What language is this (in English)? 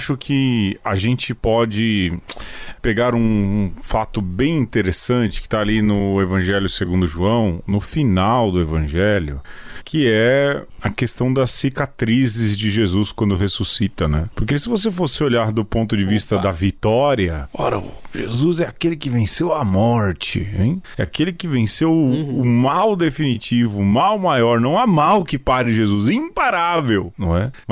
Portuguese